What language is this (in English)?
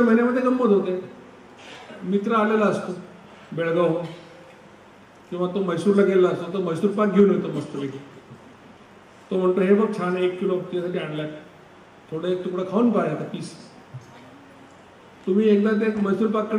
Marathi